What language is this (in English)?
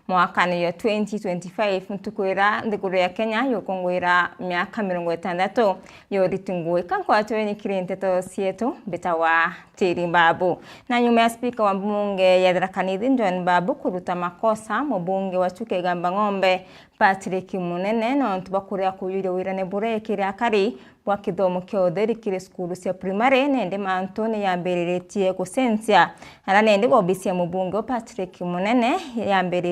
Meru